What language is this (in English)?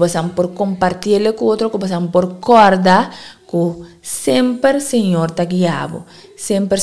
Papiamento